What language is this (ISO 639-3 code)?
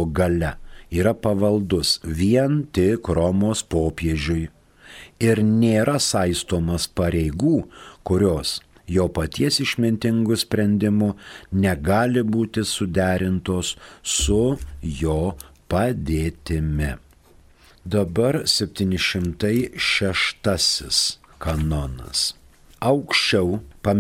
lit